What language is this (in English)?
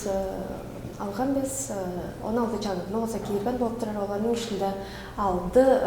Tuvinian